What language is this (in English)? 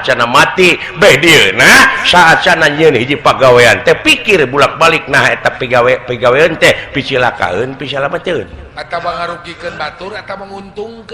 Sundanese